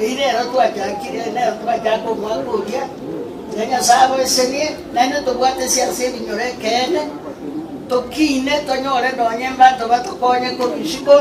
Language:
Gusii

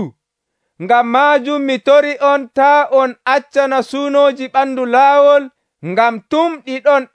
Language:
Nigerian Fulfulde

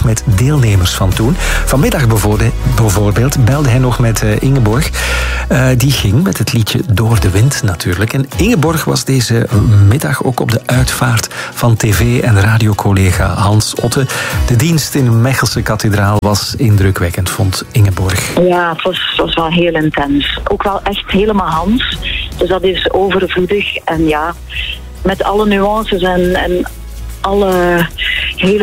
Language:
Dutch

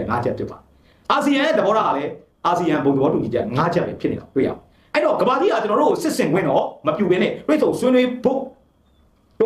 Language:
Burmese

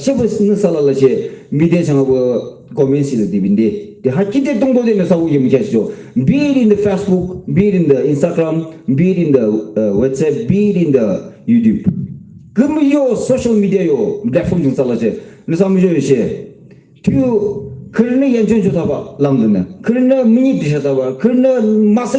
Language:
Yimchungru Naga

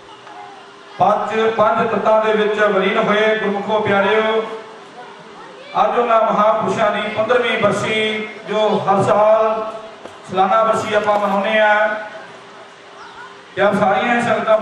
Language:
Punjabi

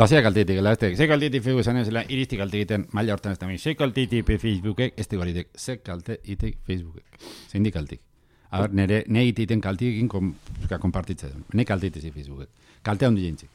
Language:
Basque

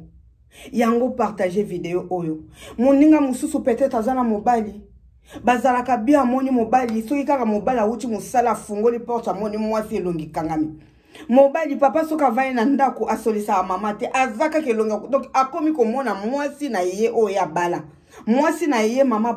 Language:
Lingala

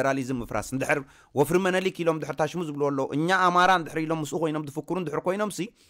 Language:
Tigrinya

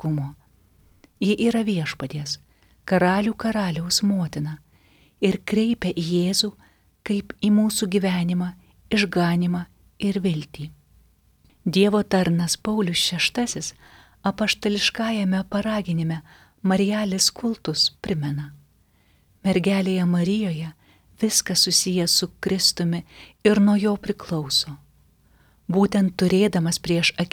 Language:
Lithuanian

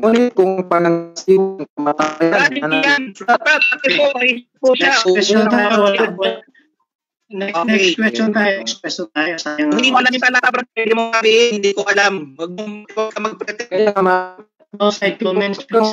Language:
Filipino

